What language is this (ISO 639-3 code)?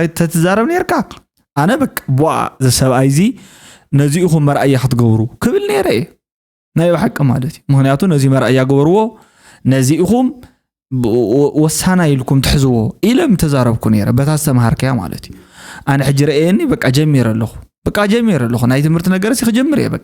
tir